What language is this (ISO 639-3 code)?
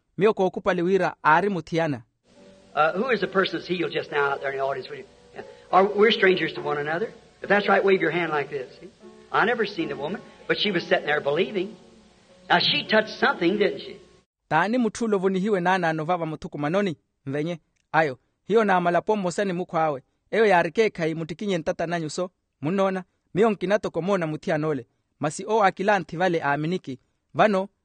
vmw